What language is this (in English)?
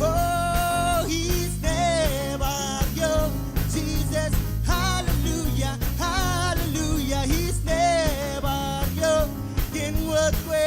Marshallese